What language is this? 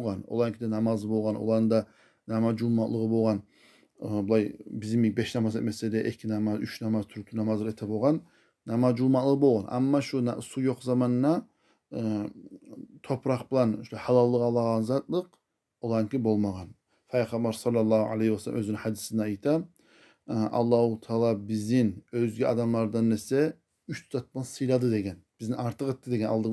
Kumyk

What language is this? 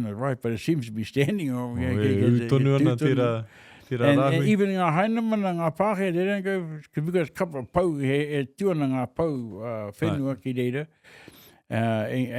Māori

